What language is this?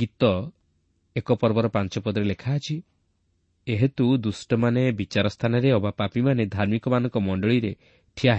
Odia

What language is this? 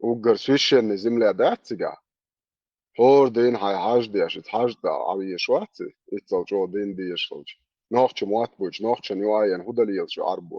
Chechen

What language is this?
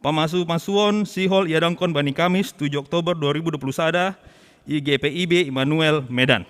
Batak Simalungun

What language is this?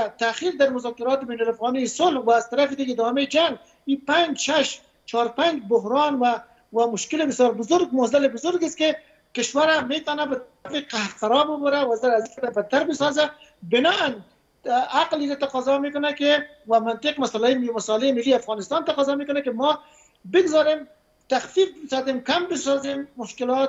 Persian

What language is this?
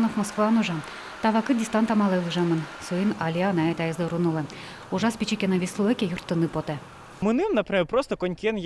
Udmurt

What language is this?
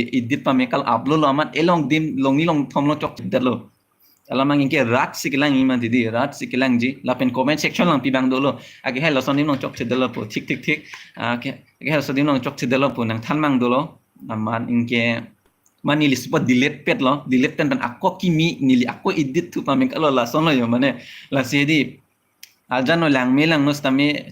Karbi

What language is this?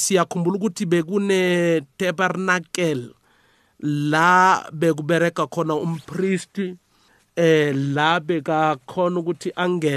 South Ndebele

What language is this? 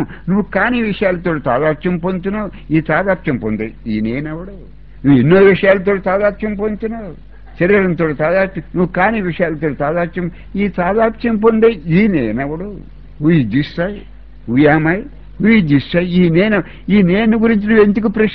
Telugu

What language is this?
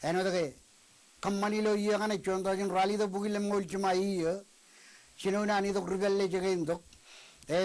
Marshallese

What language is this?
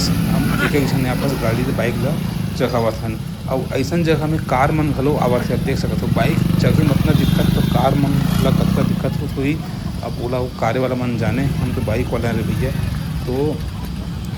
Chhattisgarhi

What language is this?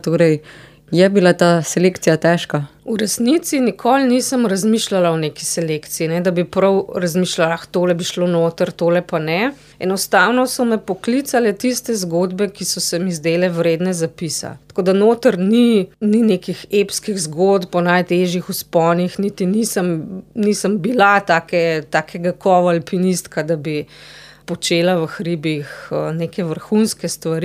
Slovenian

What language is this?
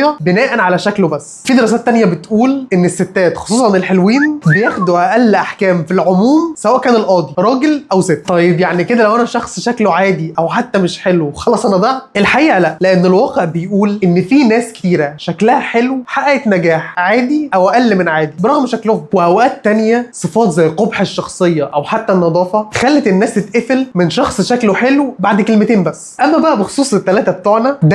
Egyptian Arabic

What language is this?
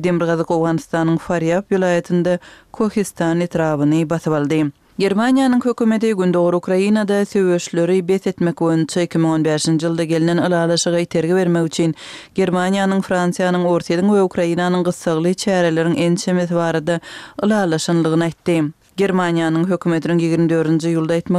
Kyrgyz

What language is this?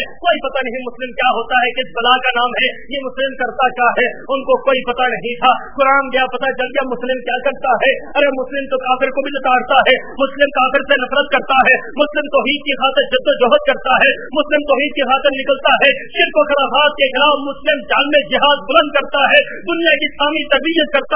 Urdu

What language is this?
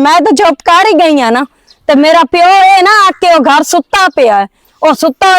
Western Panjabi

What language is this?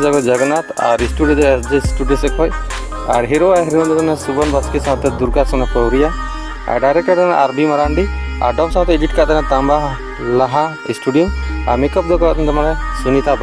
Santali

